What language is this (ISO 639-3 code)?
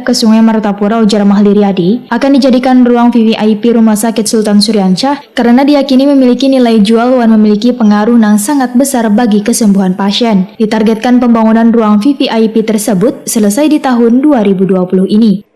bjn